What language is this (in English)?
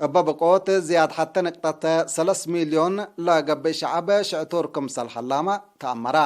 Tigre